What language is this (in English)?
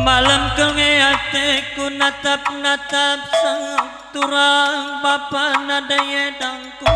Batak Karo